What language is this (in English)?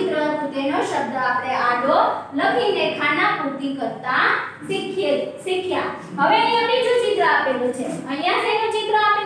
Gujarati